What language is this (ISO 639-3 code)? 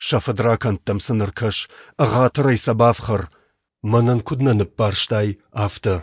oss